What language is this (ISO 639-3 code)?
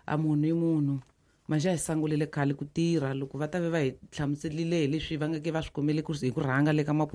tso